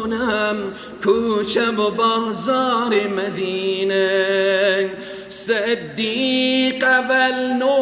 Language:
Persian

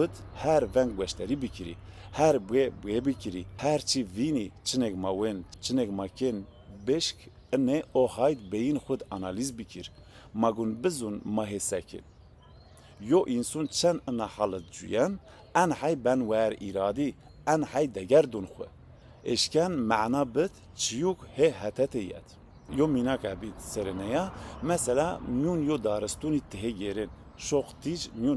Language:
Zaza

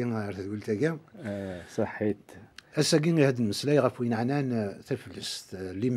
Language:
Kabyle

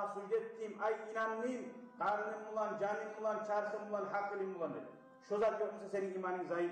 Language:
Kumyk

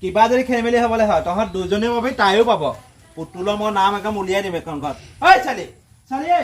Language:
Assamese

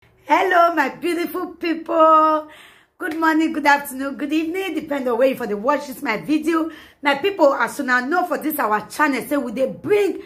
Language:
Nigerian Pidgin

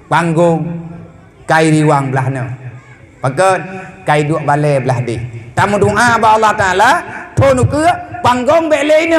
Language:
Achinese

